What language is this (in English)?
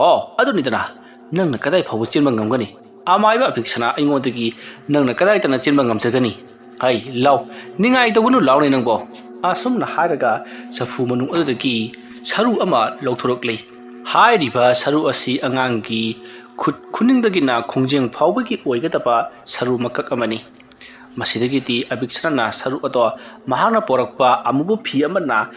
Manipuri